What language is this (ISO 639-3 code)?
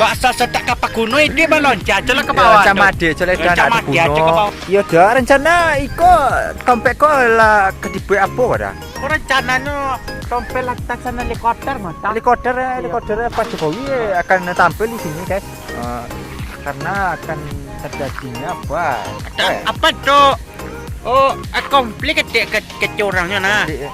min